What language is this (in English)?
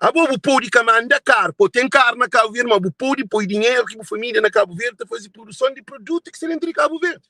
Kabuverdianu